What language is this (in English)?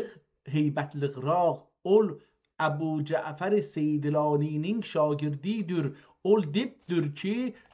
South Azerbaijani